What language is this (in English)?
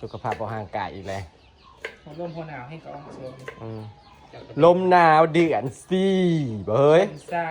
Northeastern Thai